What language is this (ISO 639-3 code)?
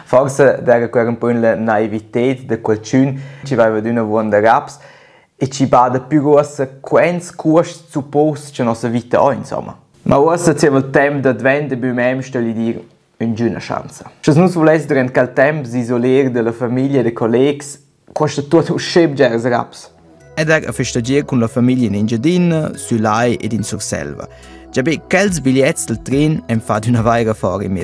roh